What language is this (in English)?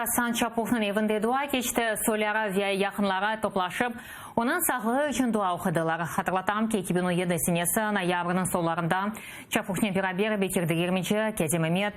Crimean Tatar